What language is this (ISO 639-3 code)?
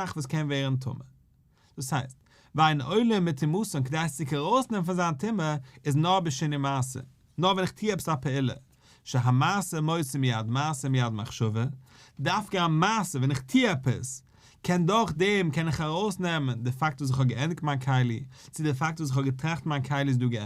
yid